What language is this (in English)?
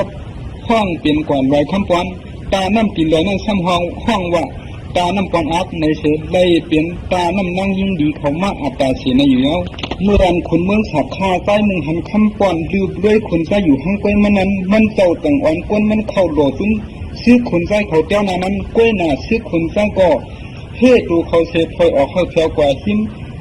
Shan